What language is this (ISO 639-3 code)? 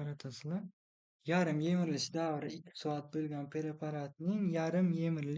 uzb